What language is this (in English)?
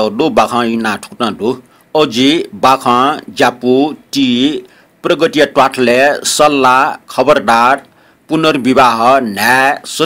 Newari